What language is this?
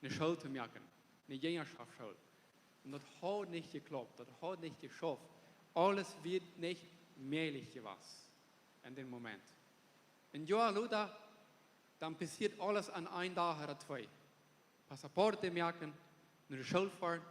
Plautdietsch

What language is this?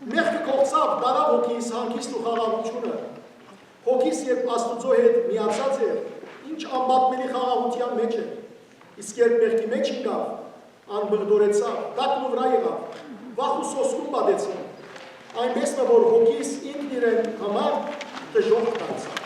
Western Armenian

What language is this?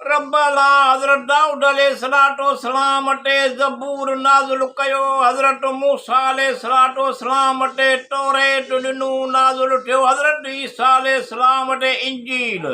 Sindhi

